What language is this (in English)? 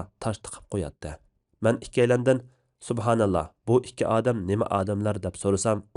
Uyghur